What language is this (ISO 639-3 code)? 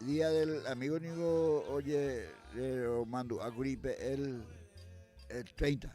grn